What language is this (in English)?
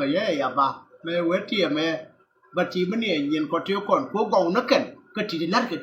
Nuer